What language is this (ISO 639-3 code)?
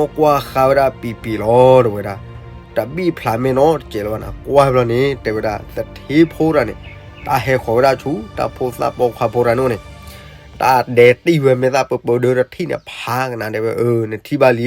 ksw